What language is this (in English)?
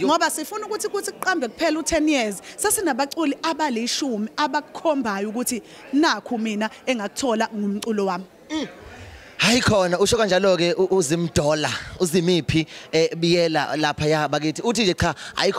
Zulu